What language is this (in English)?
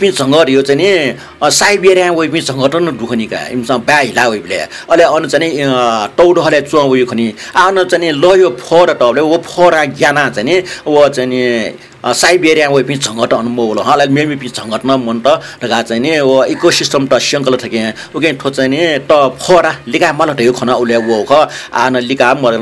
Newari